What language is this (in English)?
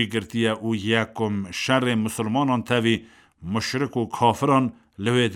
Kurdish